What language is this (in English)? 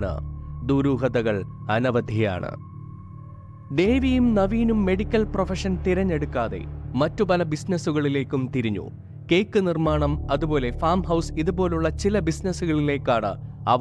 Malayalam